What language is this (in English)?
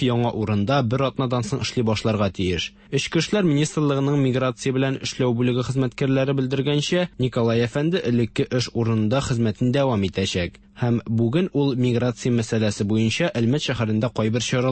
Tatar